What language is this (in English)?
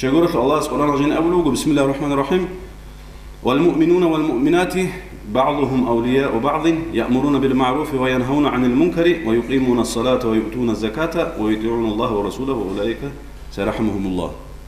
Avaric